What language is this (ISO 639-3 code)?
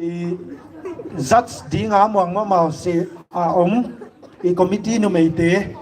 pck